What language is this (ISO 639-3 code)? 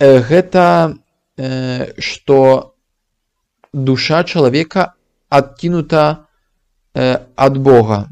bel